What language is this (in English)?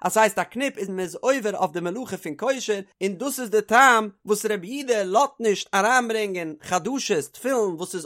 Yiddish